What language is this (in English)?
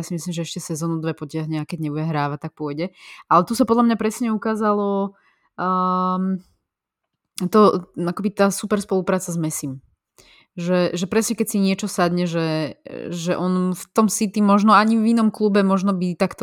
Slovak